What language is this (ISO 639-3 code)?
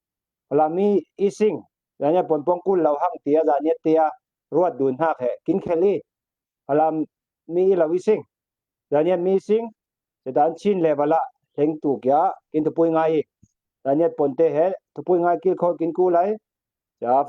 cfm